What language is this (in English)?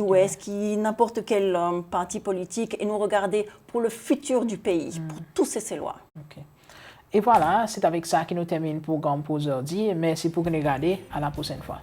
Seselwa Creole French